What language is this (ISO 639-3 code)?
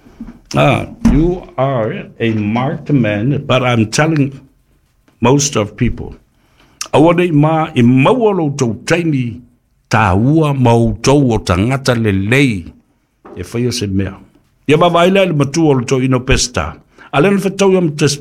smo